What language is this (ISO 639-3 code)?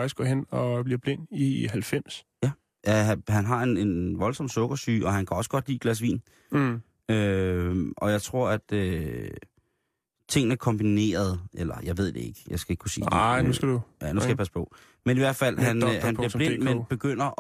dan